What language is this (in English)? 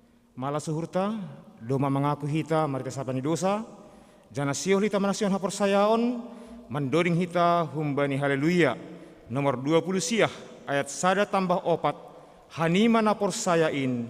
Batak Simalungun